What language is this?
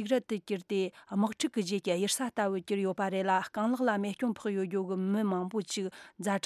Tibetan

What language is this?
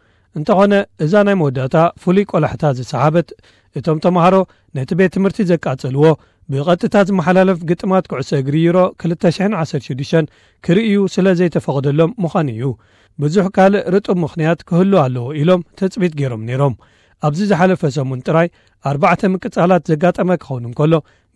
Tigrinya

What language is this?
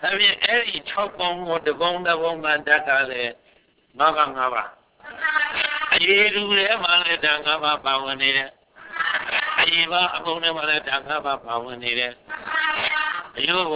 Burmese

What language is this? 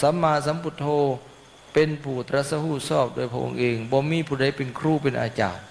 Northeastern Thai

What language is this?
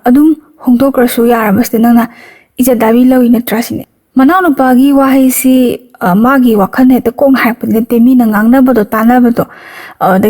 Manipuri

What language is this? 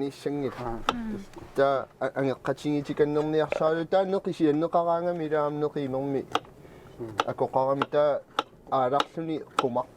Kalaallisut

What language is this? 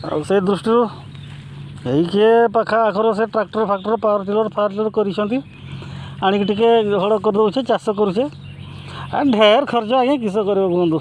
Santali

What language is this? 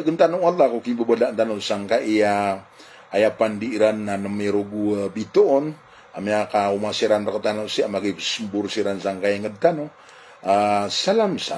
Maranao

